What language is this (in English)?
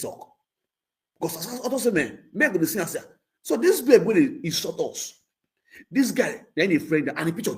Nigerian Pidgin